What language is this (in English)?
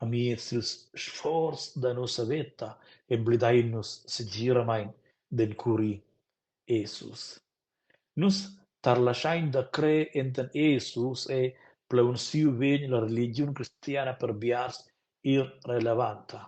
Romansh